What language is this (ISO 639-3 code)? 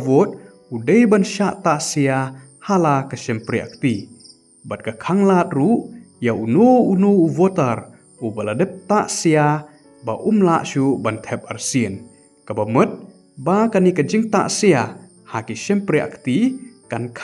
kha